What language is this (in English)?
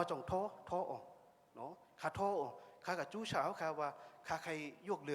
Shan